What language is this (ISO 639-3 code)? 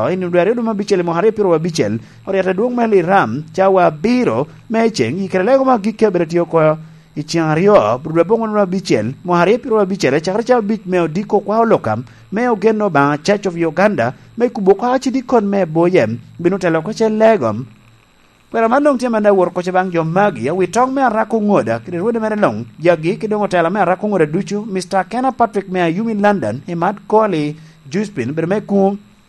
laj